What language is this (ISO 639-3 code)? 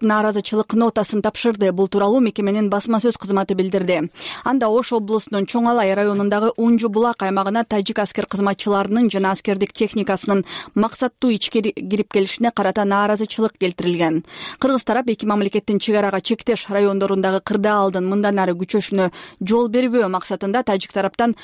kir